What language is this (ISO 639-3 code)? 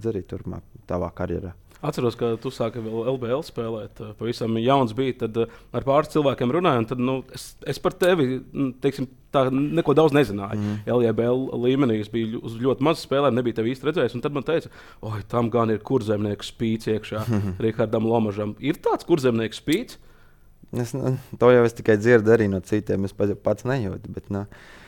lav